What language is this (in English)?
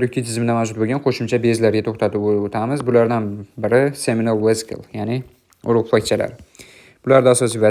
Uzbek